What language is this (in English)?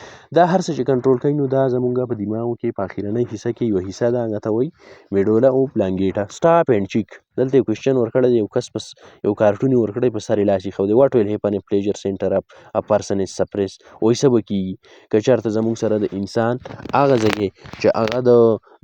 Pashto